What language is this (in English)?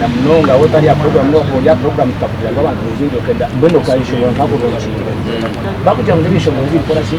Nyankole